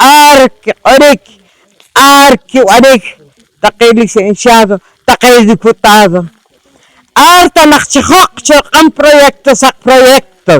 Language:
Poqomchi'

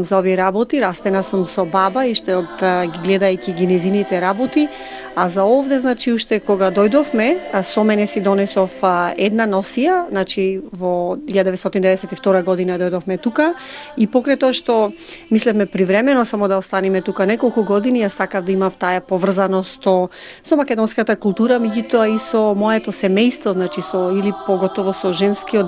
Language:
Macedonian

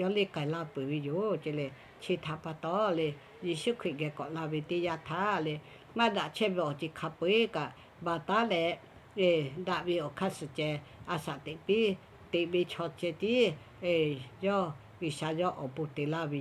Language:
Lahu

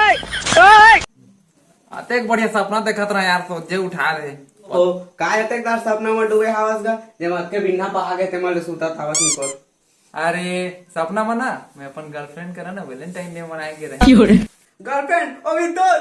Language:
Chhattisgarhi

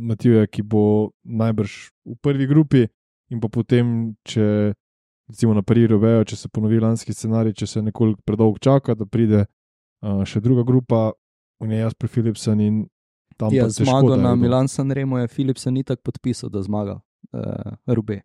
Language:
Slovenian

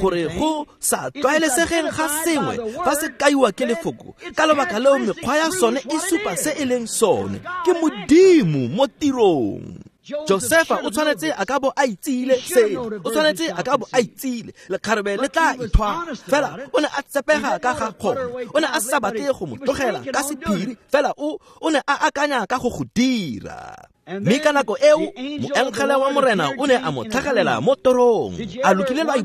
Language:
Tswana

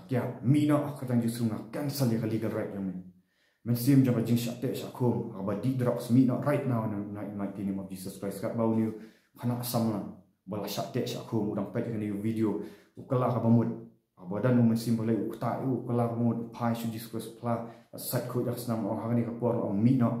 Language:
Khasi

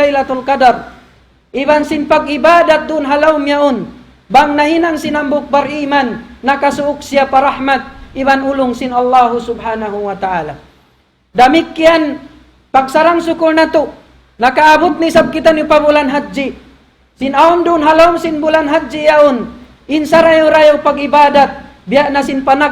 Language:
Tausug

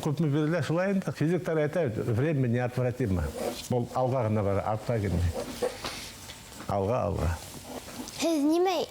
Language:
Bashkir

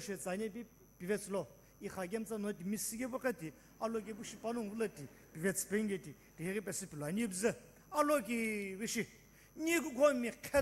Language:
Sumi Naga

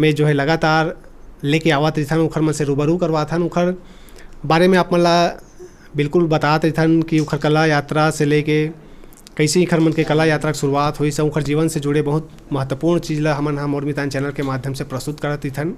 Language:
Chhattisgarhi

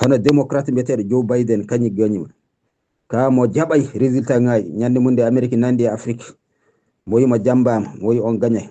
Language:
Fula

